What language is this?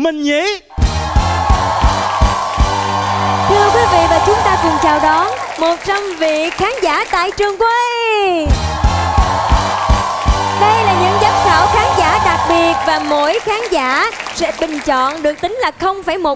Vietnamese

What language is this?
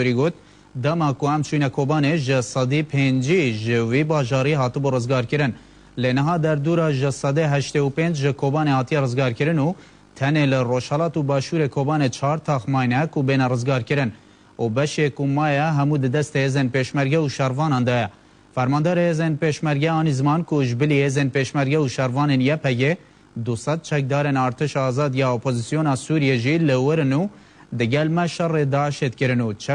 Kurdish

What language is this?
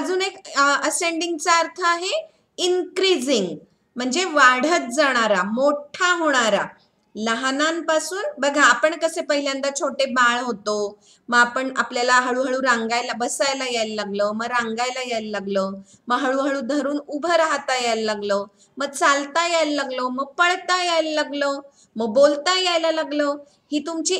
Marathi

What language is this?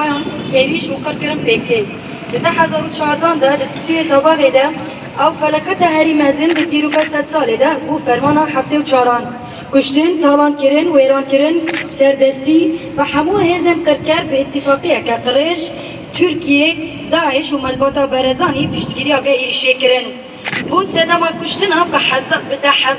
Kurdish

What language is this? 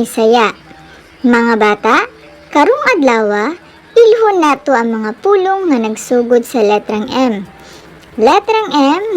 Cebuano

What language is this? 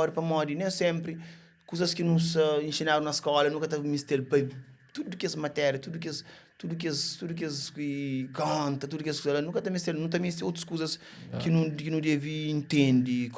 Kabuverdianu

